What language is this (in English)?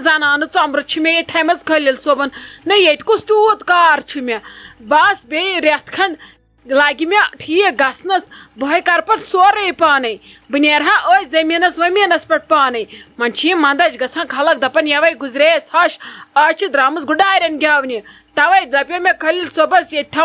Kashmiri